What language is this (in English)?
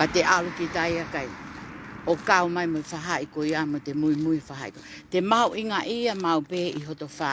Tongan